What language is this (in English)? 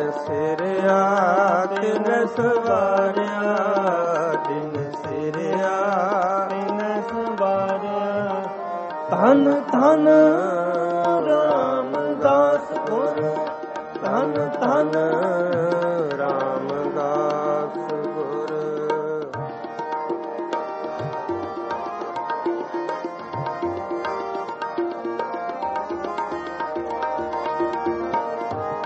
Punjabi